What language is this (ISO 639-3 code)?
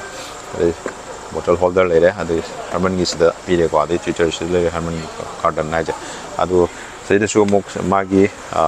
mni